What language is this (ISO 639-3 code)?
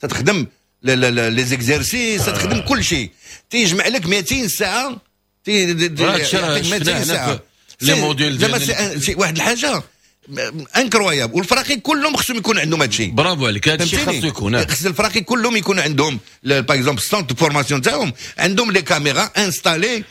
ary